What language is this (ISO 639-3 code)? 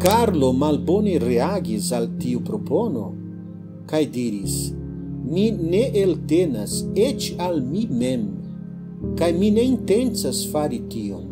epo